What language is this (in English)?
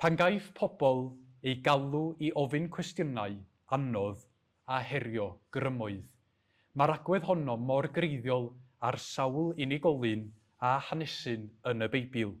Welsh